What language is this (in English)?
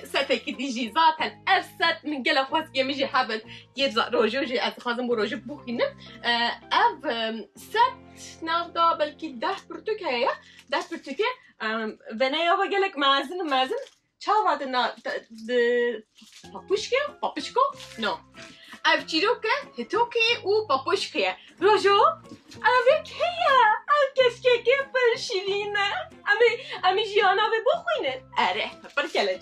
Kurdish